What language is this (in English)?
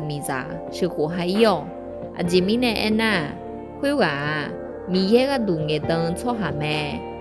Akha